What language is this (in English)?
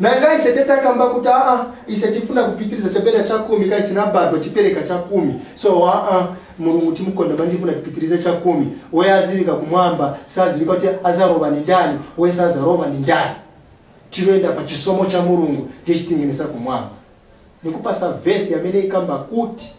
Nyanja